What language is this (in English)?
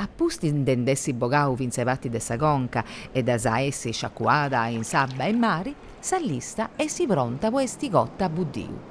Sardinian